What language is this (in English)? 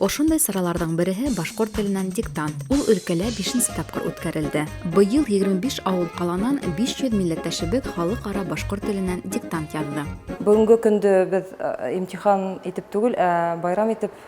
Bashkir